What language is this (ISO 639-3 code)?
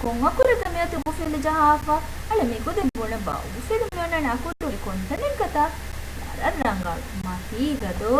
div